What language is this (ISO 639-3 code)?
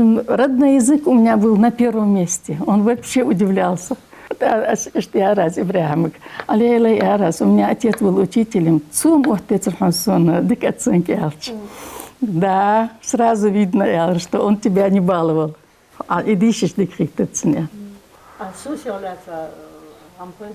inh